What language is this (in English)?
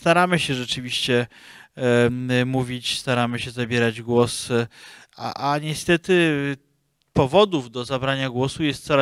Polish